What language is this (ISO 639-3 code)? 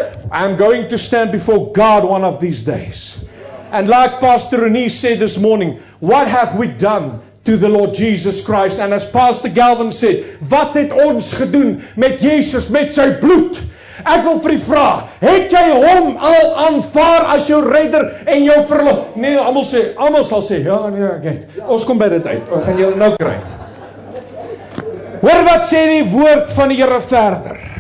afr